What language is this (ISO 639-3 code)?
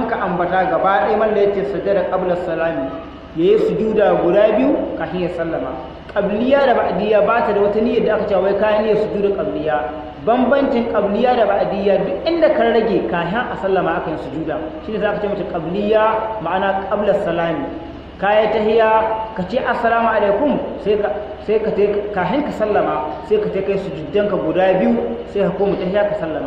hau